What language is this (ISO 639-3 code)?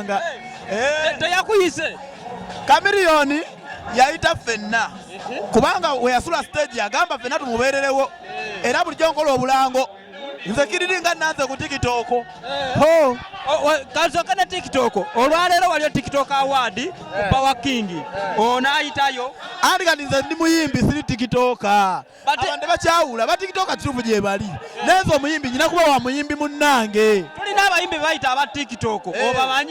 lug